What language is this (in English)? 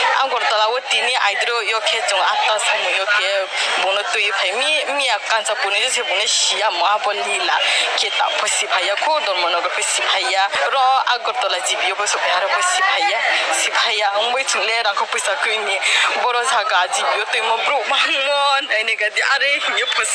Riang (India)